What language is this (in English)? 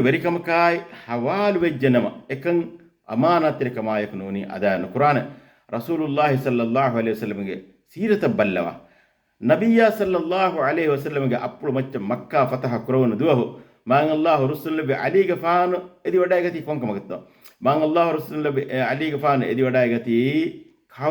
Divehi